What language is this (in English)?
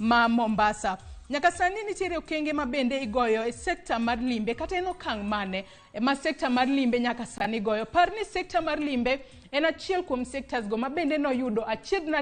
Luo (Kenya and Tanzania)